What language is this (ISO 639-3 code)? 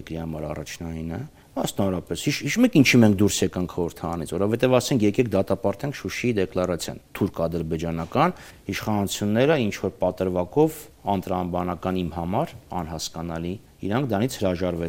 hye